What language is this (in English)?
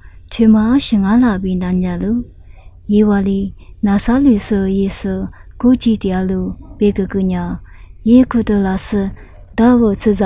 Lisu